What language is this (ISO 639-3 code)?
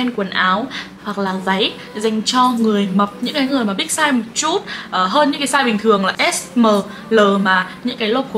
vie